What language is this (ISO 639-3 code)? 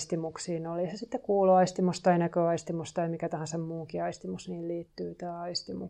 fin